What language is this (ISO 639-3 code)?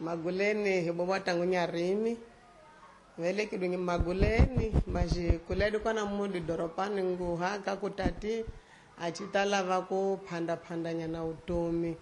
tso